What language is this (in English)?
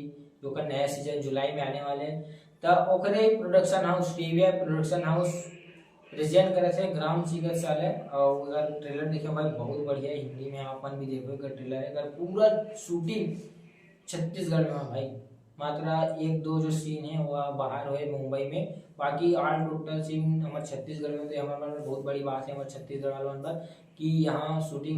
Chhattisgarhi